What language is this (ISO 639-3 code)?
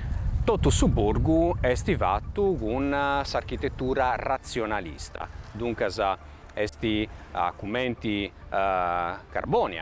srd